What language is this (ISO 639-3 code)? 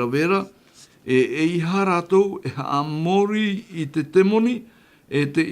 tah